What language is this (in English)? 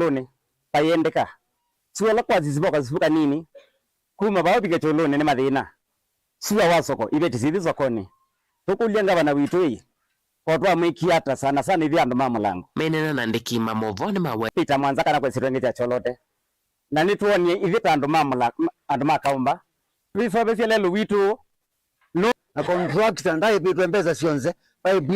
Kamba